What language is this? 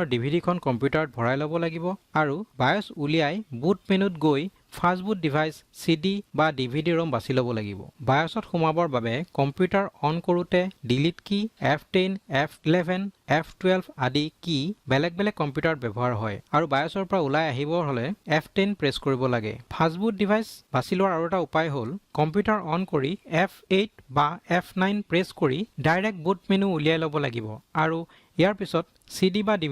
Assamese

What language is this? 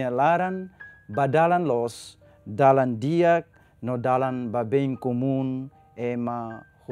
Tetum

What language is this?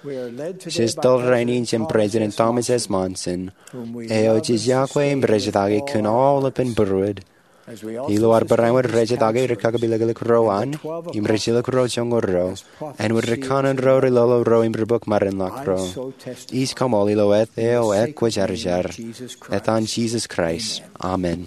Marshallese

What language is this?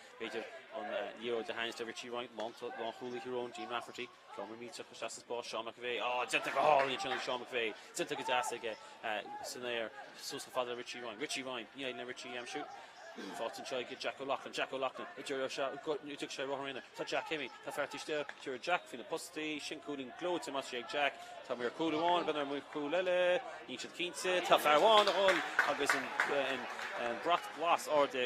Irish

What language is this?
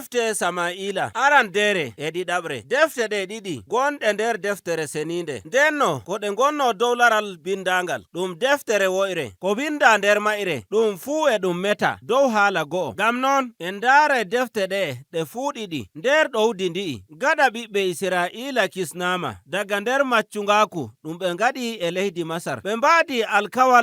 Nigerian Fulfulde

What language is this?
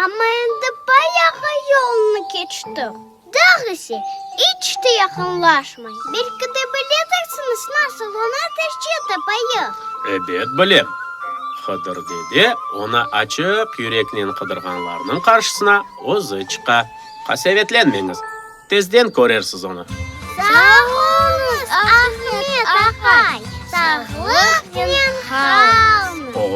Crimean Tatar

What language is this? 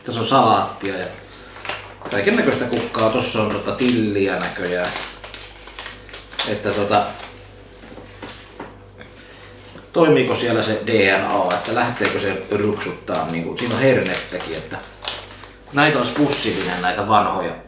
Finnish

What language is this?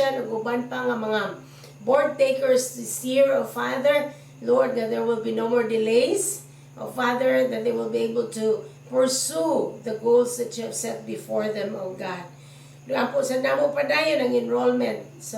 Cebuano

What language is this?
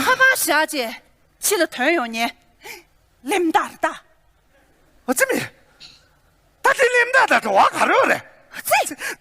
Tibetan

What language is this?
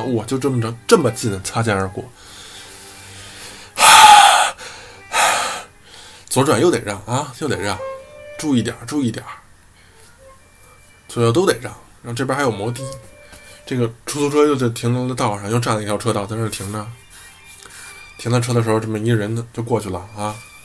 Chinese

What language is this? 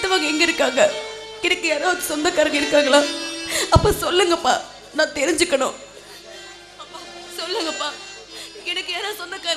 Tamil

